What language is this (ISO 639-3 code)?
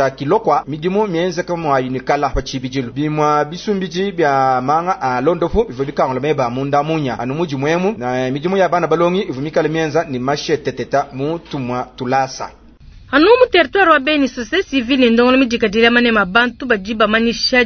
lua